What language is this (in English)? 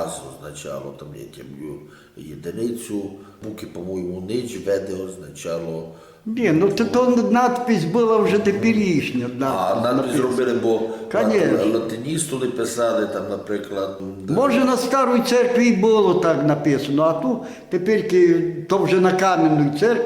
Rusyn